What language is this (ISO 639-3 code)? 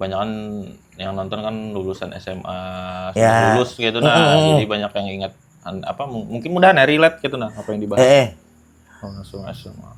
bjn